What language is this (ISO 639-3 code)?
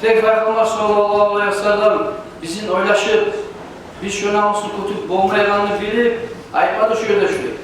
kum